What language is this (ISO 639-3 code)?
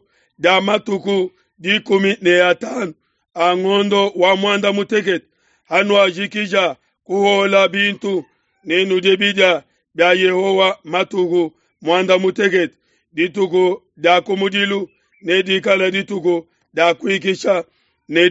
lua